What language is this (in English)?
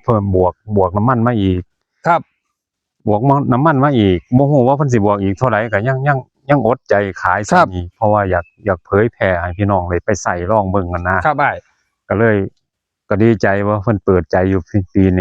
Northeastern Thai